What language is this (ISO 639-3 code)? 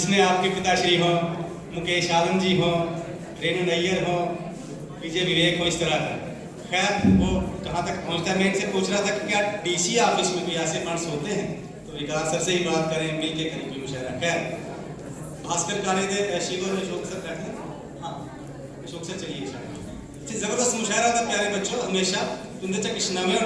doi